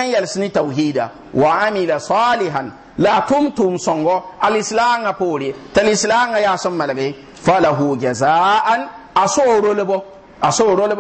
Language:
Mossi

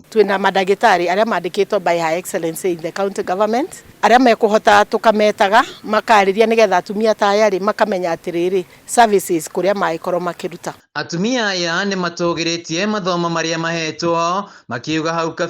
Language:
Kikuyu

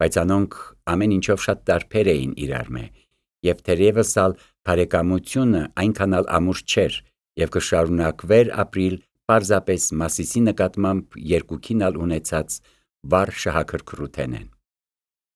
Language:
Armenian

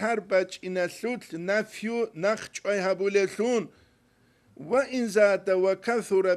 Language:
Avaric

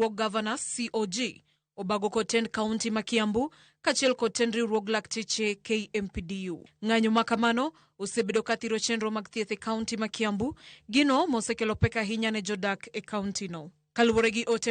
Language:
Luo (Kenya and Tanzania)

